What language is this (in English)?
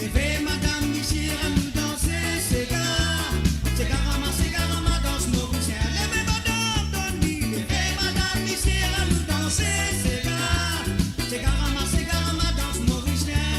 Morisyen